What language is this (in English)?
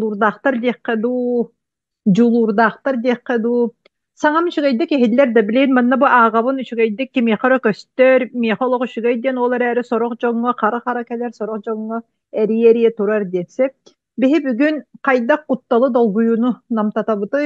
Yakut